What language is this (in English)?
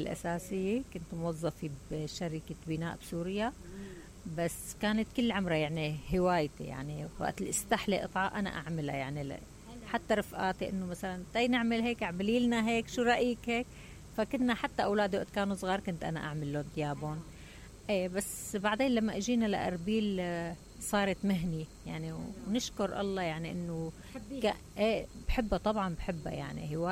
Mesopotamian Arabic